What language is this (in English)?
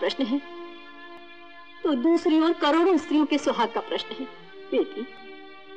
Hindi